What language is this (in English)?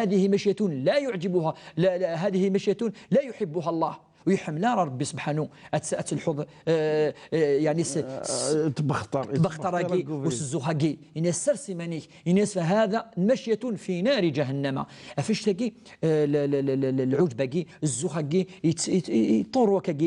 Kabyle